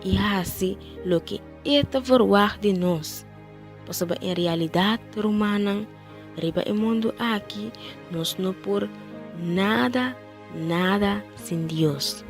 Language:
Papiamento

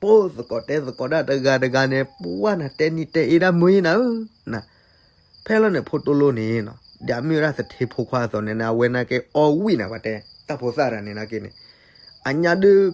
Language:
S'gaw Karen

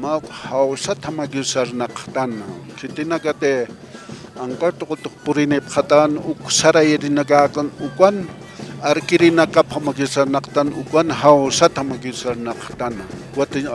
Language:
Aymara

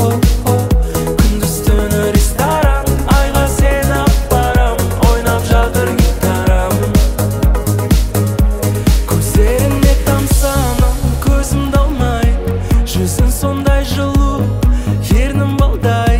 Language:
Kazakh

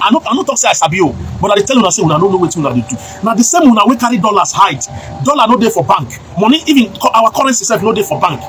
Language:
Nigerian Pidgin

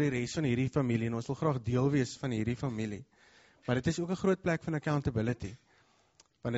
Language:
Afrikaans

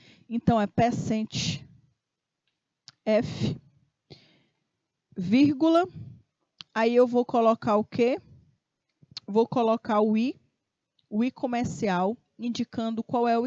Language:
Portuguese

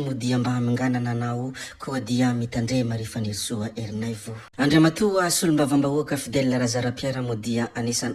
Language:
Malagasy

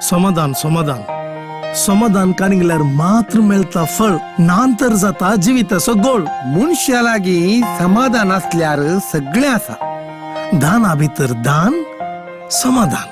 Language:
Konkani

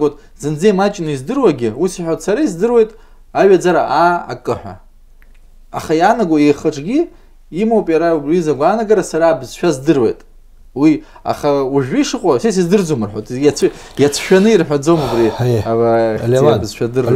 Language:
Abkhazian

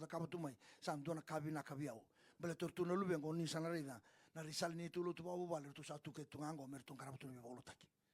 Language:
Fijian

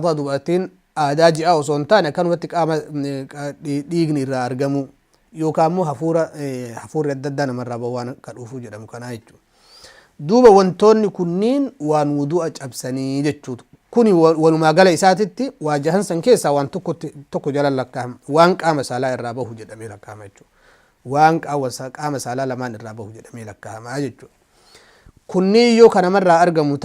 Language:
Oromo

